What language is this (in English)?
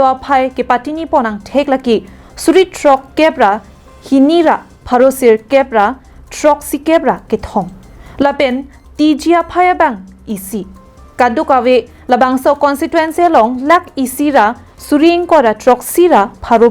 Karbi